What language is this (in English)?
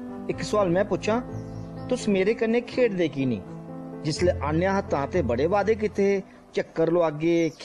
Dogri